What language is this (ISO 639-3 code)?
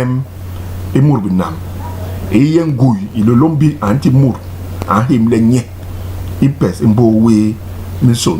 bas